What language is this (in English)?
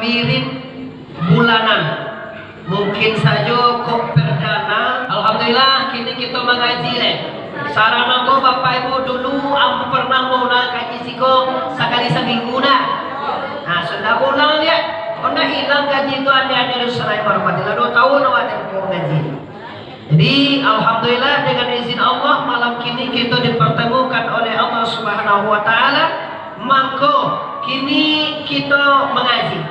Minangkabau